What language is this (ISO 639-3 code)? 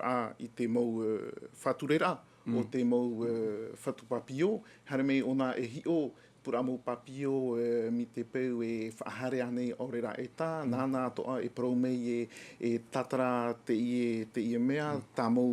tah